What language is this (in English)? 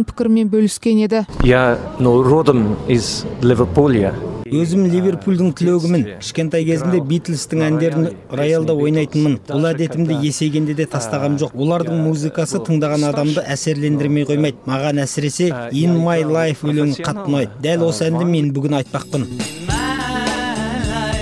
Kazakh